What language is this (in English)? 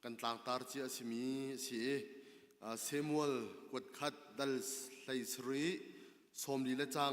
Hakha Chin